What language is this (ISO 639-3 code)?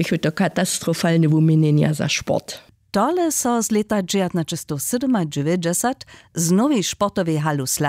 hsb